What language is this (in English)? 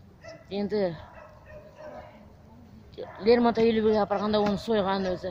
Kazakh